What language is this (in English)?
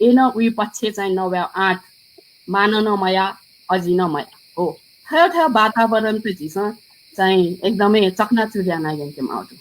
Newari